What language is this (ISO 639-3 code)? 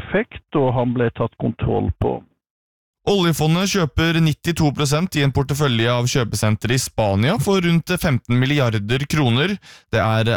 nor